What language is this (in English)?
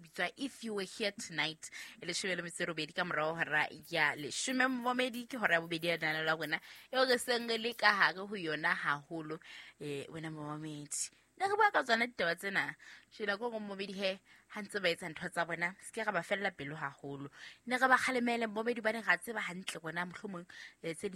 Southern Sotho